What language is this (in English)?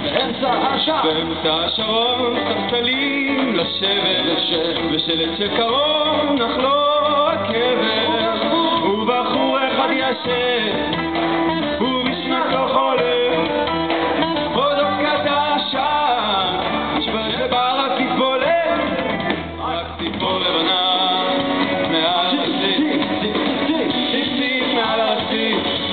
Hebrew